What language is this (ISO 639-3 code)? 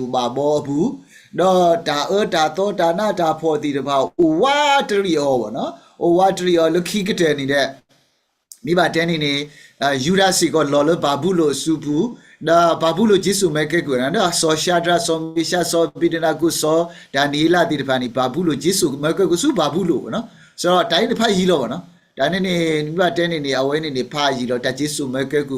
ksw